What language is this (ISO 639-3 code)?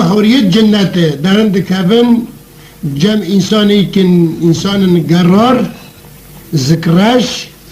kur